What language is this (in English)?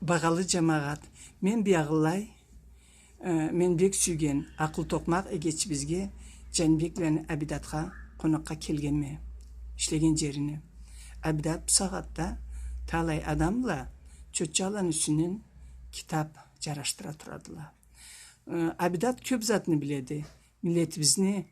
Karachay-Balkar